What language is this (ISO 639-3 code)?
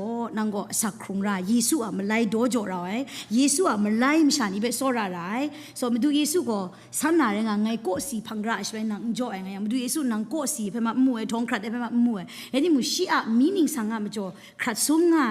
kac